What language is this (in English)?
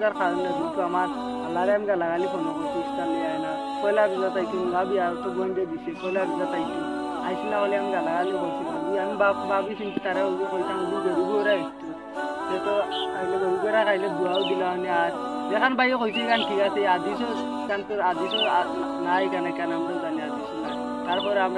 Sylheti